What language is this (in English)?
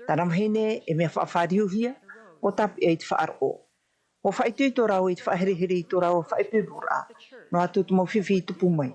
Tahitian